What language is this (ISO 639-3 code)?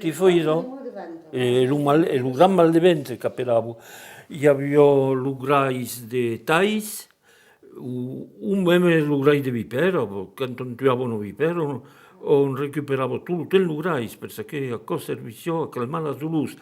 oci